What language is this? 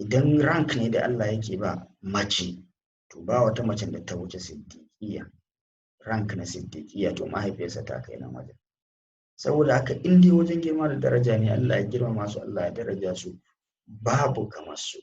Hausa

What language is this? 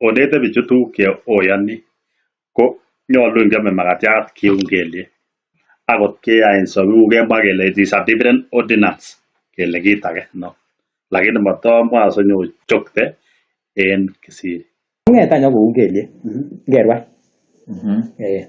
Kalenjin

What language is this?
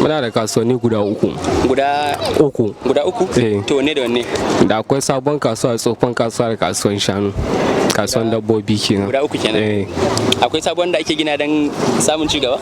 Hausa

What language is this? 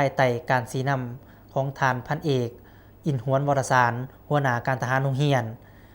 Lao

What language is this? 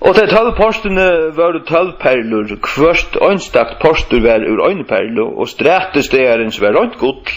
Faroese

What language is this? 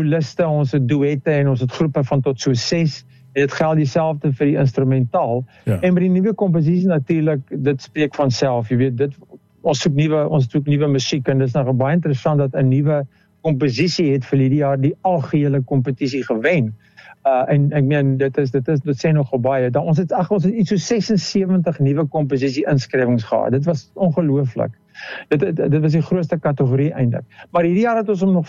Afrikaans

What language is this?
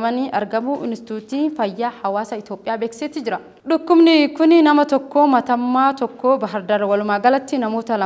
Oromo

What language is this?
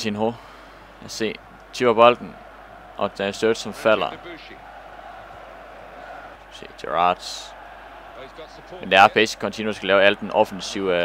Danish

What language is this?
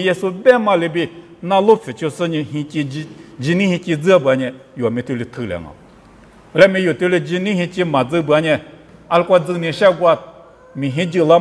Lisu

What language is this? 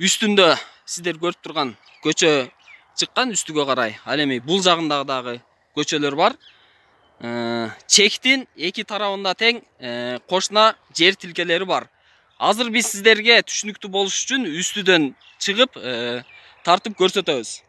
Kyrgyz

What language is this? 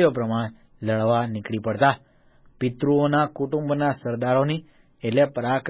Gujarati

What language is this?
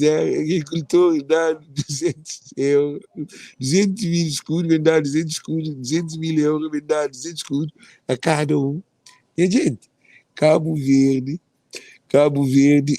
Kabuverdianu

